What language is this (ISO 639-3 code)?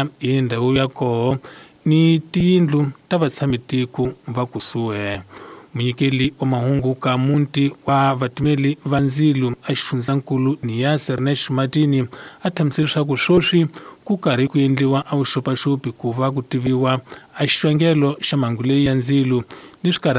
tso